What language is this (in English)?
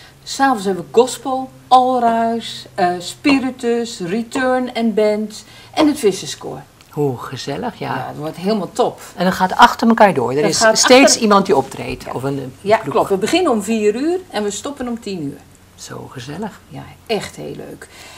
Dutch